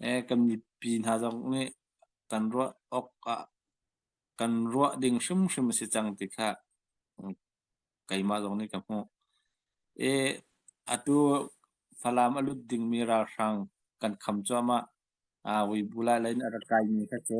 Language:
Hakha Chin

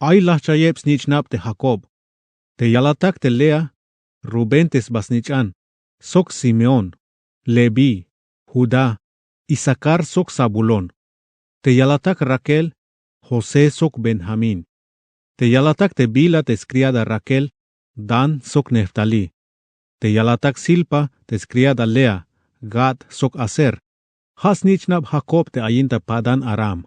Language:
Tzeltal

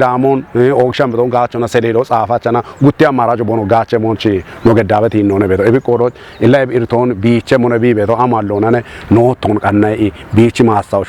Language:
Kafa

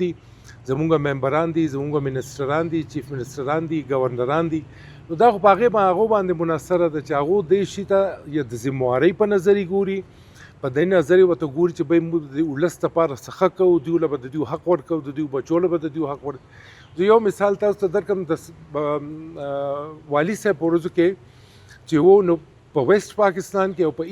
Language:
Pashto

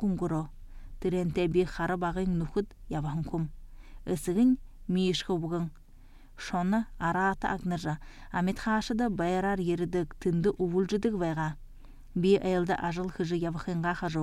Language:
Buriat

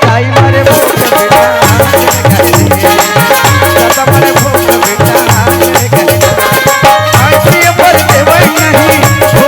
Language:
Chhattisgarhi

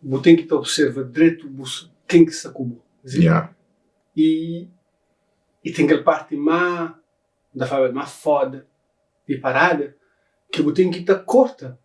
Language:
Kabuverdianu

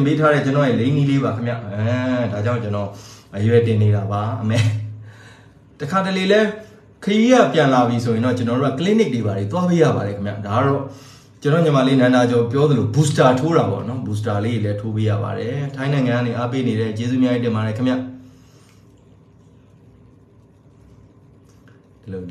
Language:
Burmese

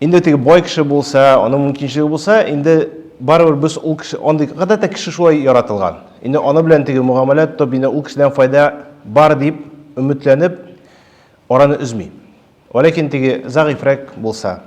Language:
Tatar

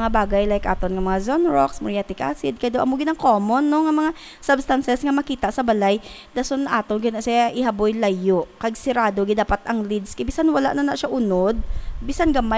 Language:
Hiligaynon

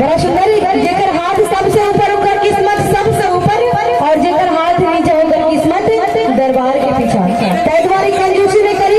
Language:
Maithili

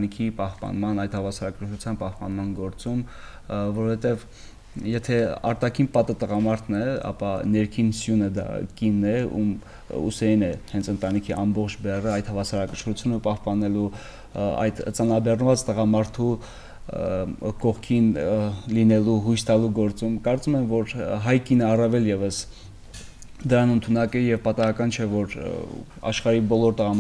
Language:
Armenian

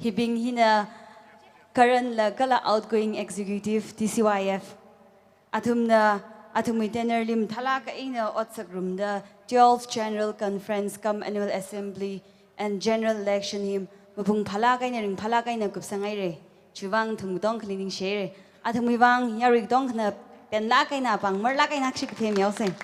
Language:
Tangkhul Naga (India)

